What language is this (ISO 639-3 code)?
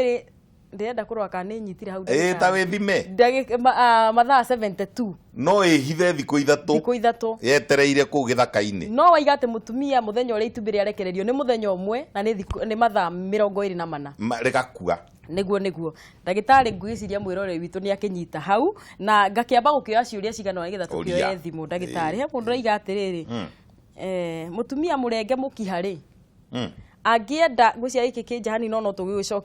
kik